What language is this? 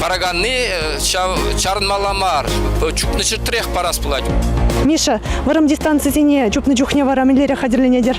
Chuvash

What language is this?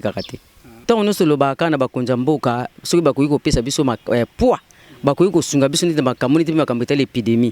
Lingala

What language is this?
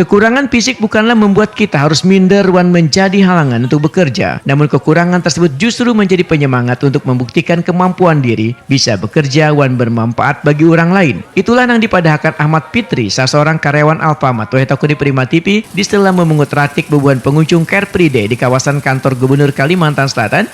Banjar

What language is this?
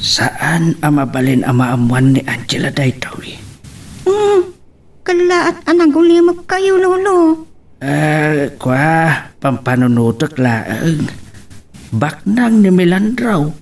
Iloko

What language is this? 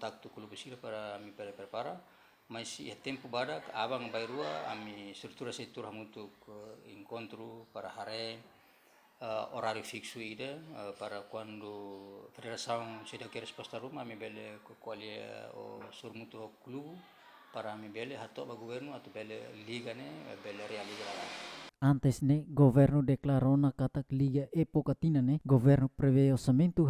Tetum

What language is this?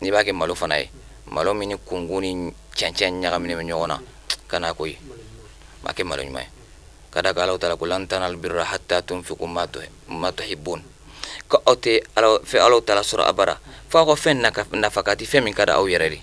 Bambara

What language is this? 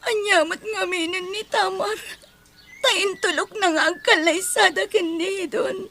Iloko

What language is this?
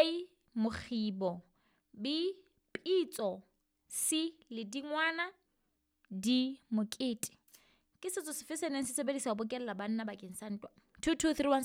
Southern Sotho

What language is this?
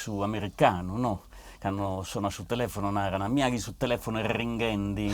Sardinian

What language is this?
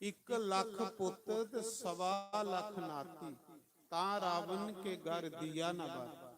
Dogri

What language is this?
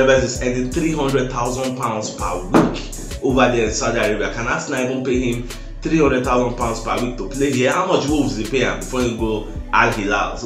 Nigerian Pidgin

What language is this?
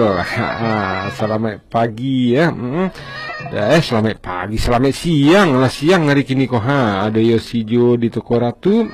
Minangkabau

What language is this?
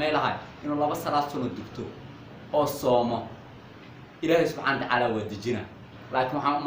Somali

